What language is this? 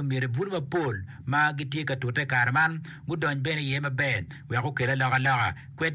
Acoli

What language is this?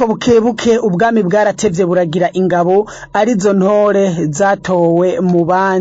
Rundi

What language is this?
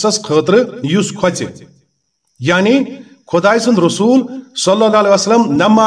Kashmiri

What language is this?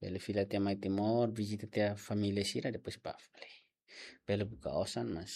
Tetum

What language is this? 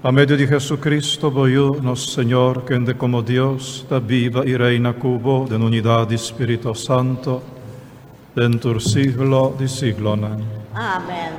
Papiamento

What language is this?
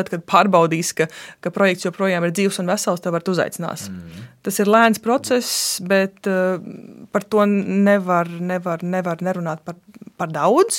Latvian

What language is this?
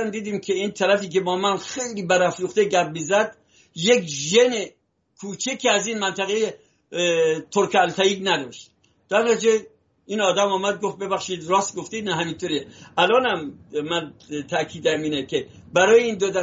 Persian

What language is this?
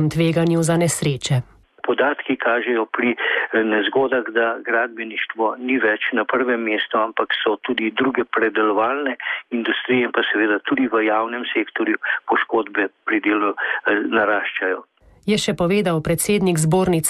Slovenian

